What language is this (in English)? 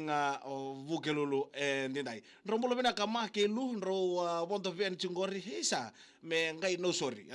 Fijian